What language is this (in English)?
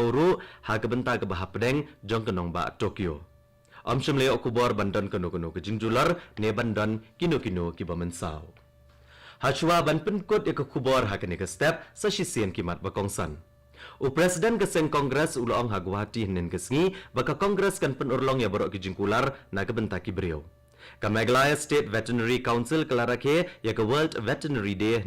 Khasi